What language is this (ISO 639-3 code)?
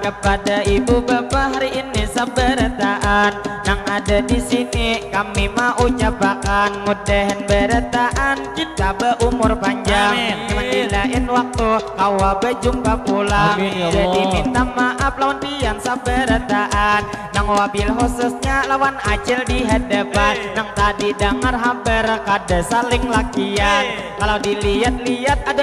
bjn